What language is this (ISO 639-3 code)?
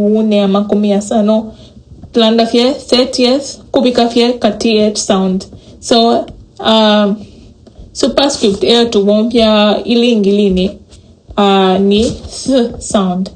bem